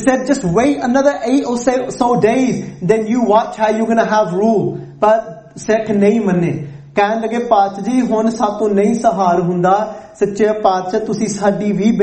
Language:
Punjabi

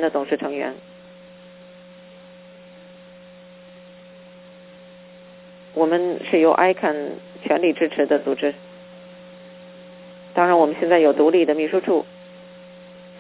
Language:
Chinese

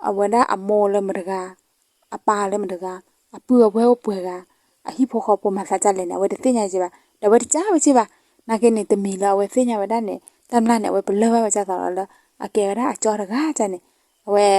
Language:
S'gaw Karen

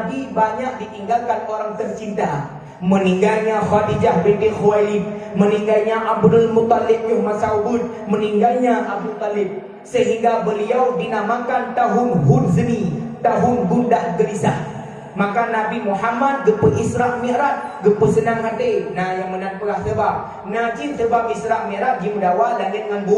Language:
Achinese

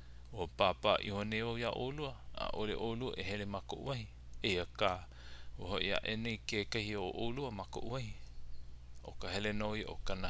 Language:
Hawaiian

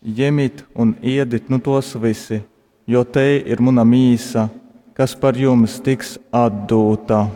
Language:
Latgalian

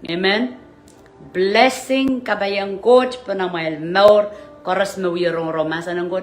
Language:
Pohnpeian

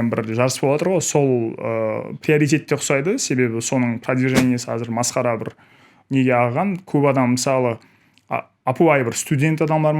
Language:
Kara-Kalpak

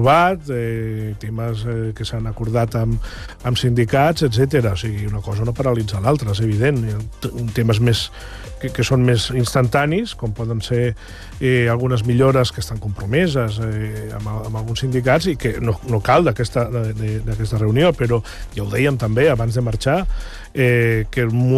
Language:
Catalan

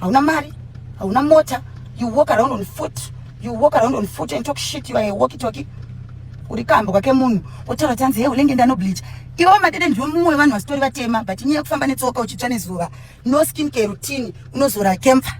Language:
Shona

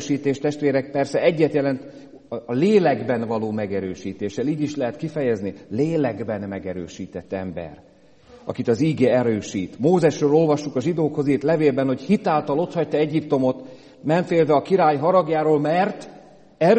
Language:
Hungarian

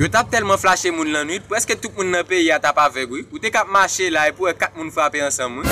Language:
Haitian Creole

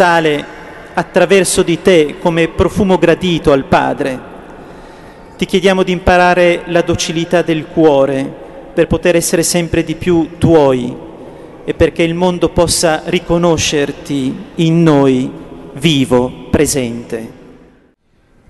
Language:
Italian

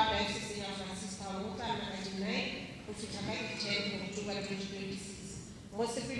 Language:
Tswana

